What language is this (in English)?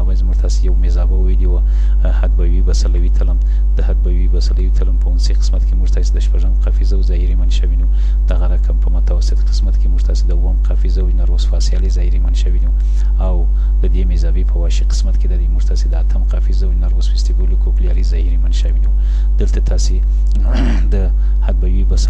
Pashto